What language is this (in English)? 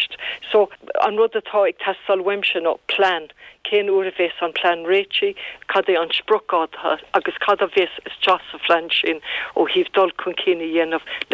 Irish